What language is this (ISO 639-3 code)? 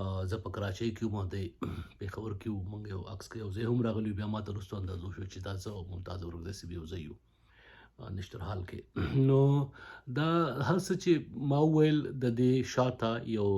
pus